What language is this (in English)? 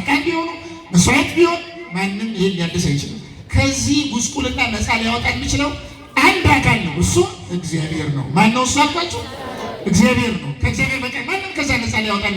Amharic